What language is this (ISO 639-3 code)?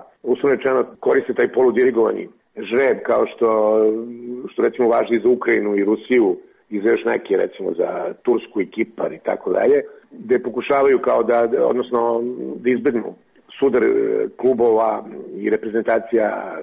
srp